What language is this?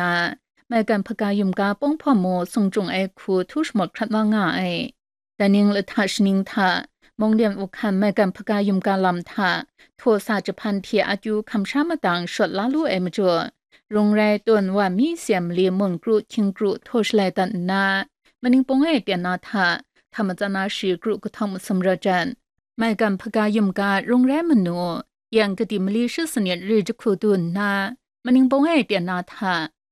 Kachin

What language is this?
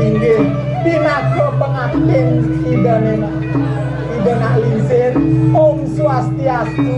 Balinese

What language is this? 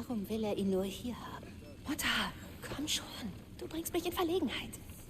Bavarian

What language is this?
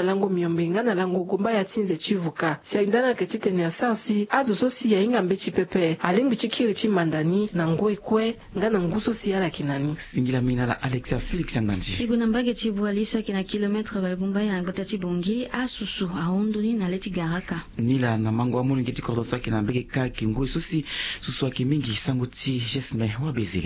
Sango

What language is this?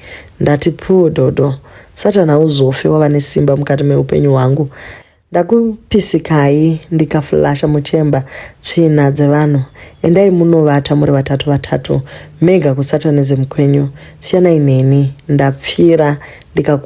Shona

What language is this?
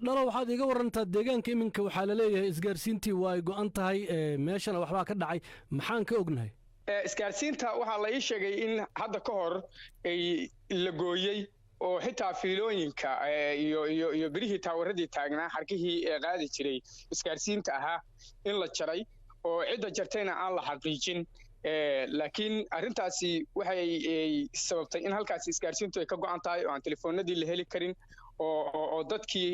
Somali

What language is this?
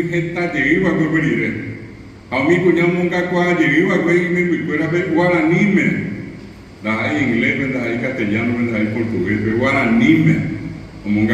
Guarani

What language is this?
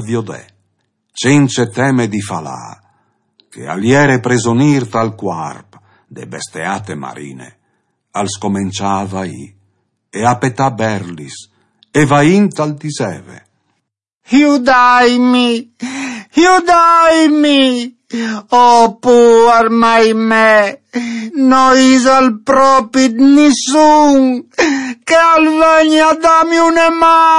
Friulian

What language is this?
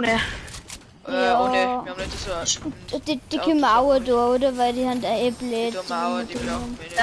Bavarian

